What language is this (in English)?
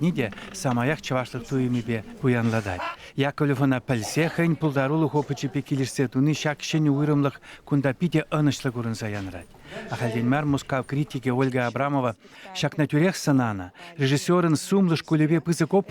Chuvash